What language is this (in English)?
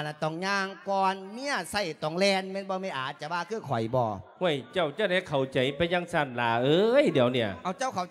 Lao